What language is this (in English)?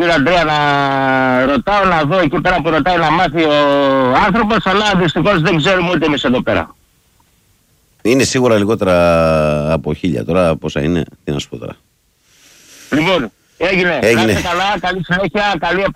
Greek